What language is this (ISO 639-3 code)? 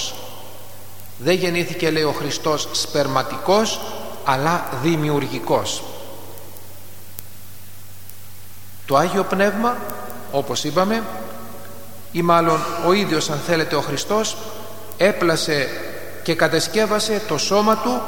ell